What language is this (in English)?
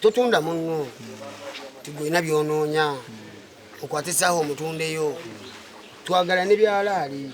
Ganda